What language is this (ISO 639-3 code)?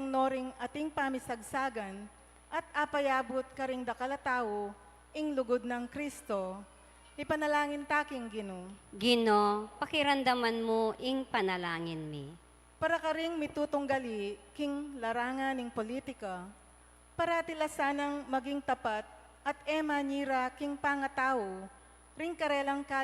pam